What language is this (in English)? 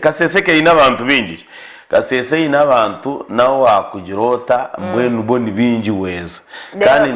Nyankole